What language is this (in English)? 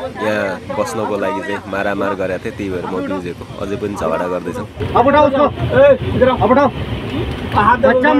Nepali